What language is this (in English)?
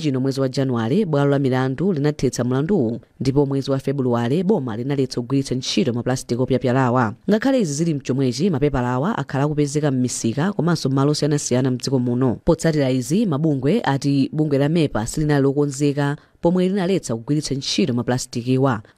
Nyanja